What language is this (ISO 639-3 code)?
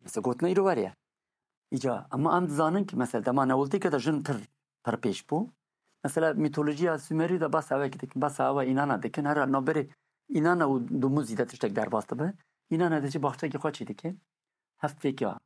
kur